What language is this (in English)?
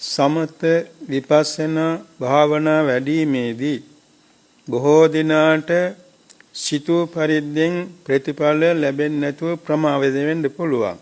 Sinhala